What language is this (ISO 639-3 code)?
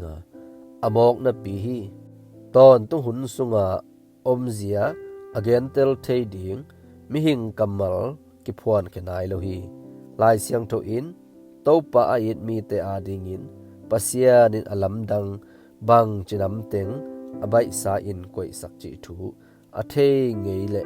ctd